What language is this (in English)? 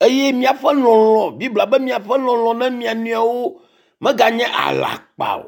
Ewe